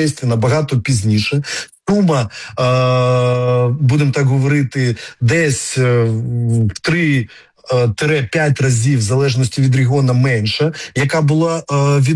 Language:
Ukrainian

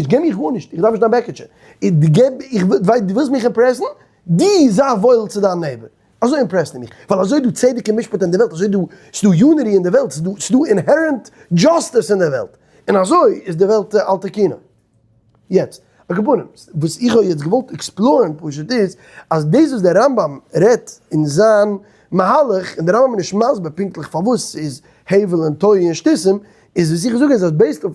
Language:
Yiddish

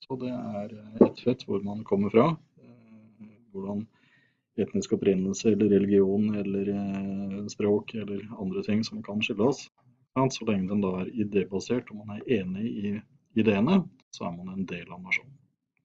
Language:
Norwegian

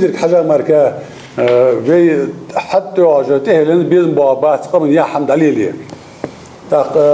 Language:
Ingush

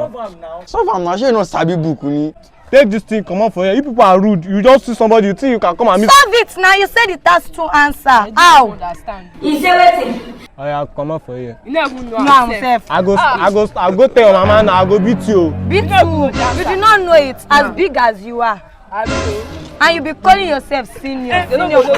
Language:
Nigerian Pidgin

